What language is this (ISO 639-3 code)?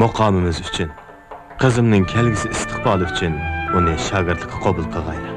uig